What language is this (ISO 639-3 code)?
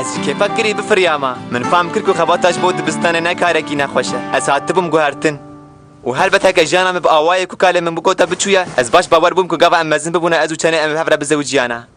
kur